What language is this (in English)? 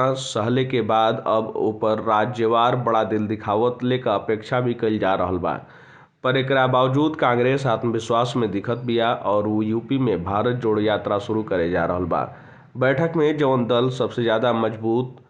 Bhojpuri